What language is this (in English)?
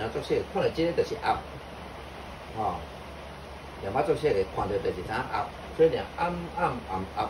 Min Nan Chinese